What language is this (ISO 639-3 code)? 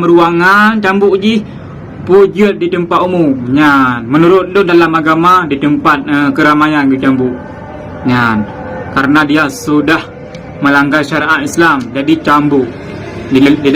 ace